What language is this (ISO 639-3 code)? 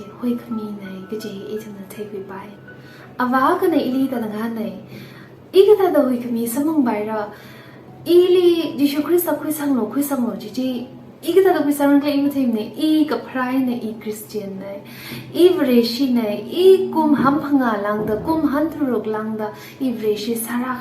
nmf